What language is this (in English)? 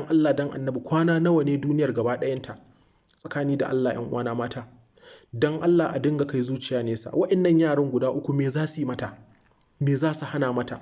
Hausa